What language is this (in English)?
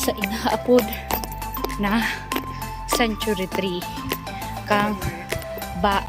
Bikol